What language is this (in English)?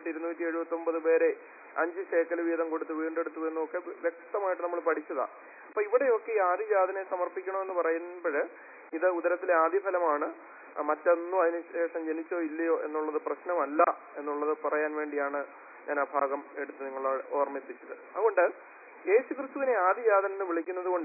Malayalam